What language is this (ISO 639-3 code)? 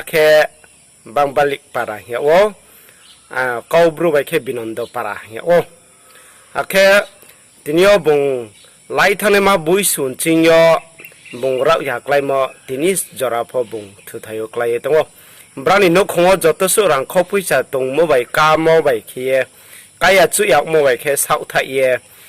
ria